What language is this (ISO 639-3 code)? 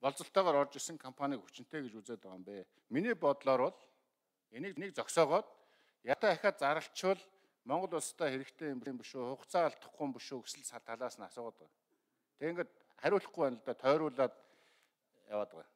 mon